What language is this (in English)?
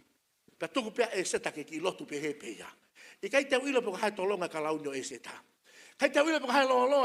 Tongan